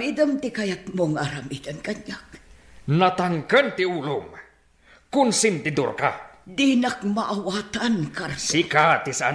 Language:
Iloko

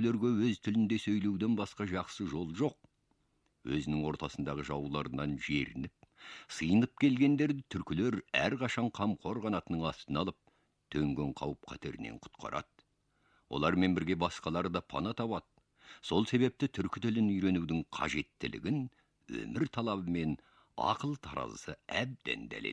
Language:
Kazakh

